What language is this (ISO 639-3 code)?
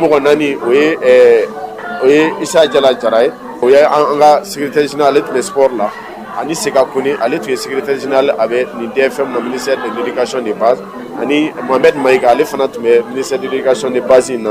bam